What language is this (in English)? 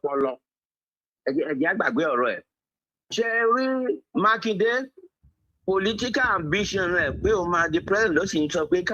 Yoruba